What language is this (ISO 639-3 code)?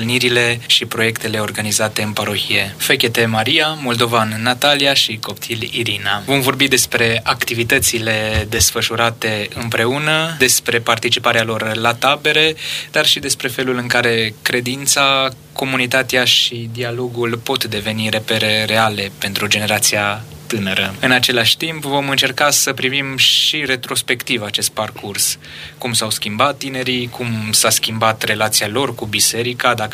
ron